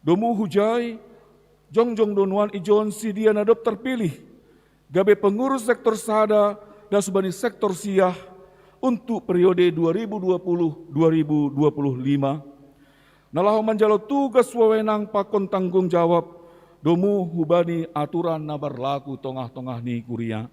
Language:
Batak Simalungun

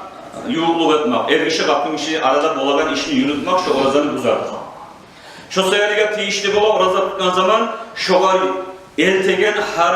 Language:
Kumyk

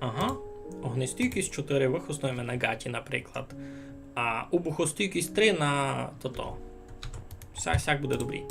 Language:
Rusyn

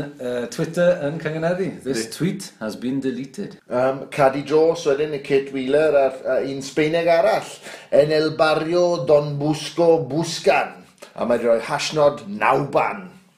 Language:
Welsh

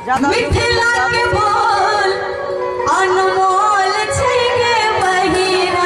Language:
Maithili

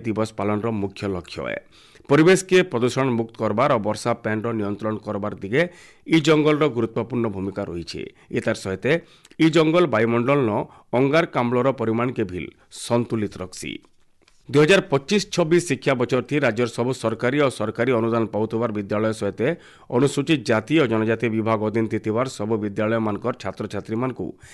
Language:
Odia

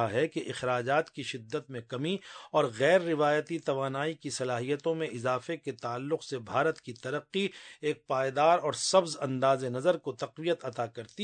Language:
Urdu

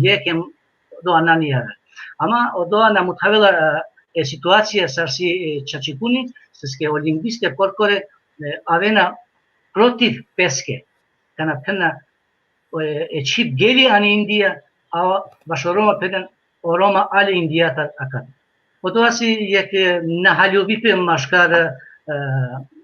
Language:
Balkan Romani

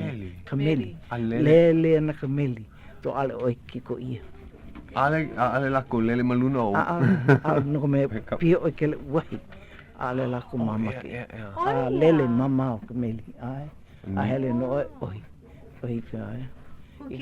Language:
Hawaiian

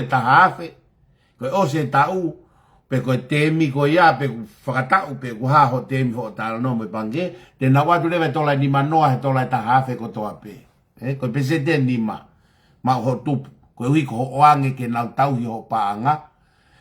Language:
Tongan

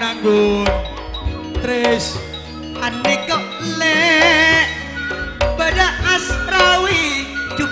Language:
Madurese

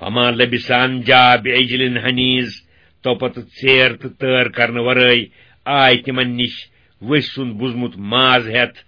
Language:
Kashmiri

